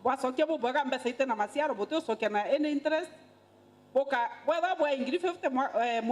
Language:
Meru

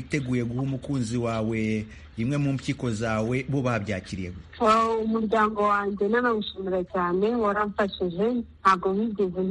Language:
Kinyarwanda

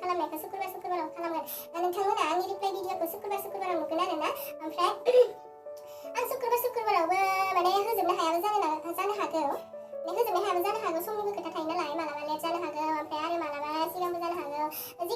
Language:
Bodo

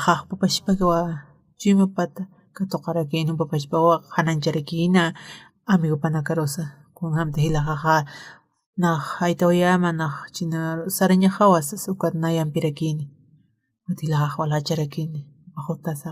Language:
Aymara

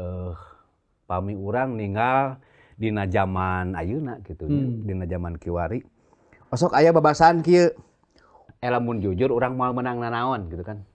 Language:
Sundanese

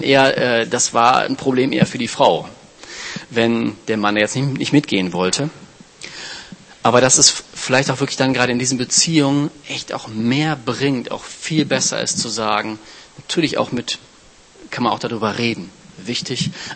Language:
German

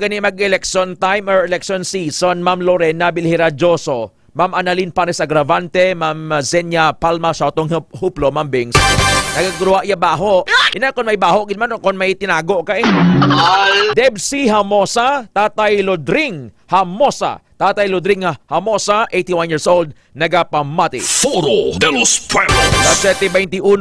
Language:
Hiligaynon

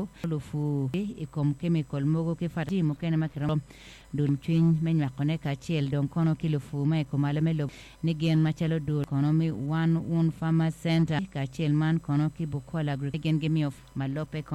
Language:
Acoli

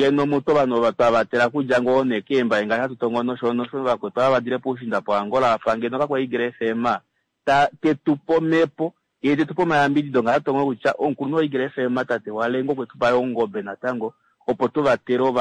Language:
Kuanyama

